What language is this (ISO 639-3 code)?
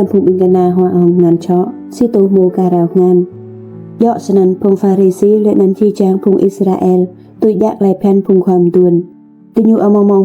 rad